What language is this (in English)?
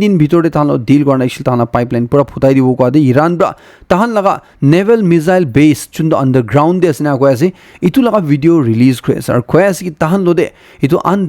Naga Pidgin